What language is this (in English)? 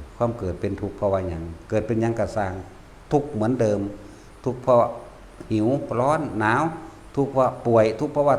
Northeastern Thai